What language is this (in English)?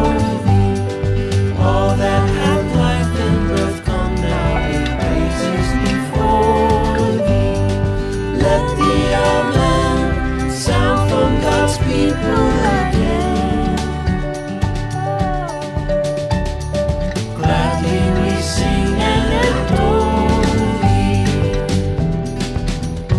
English